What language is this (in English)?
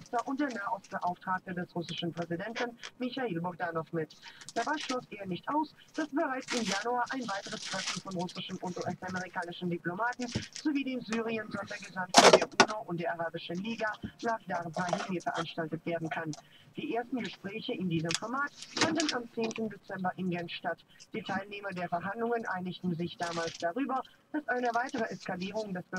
German